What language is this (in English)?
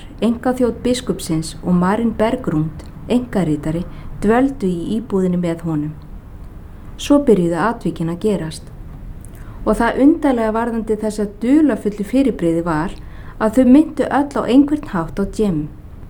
Icelandic